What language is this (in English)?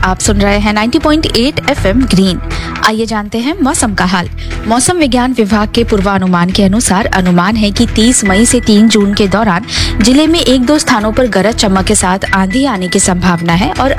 Hindi